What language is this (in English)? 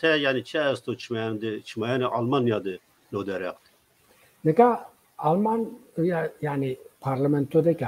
Zaza